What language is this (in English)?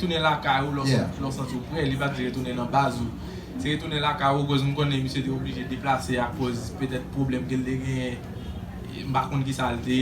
Haitian Creole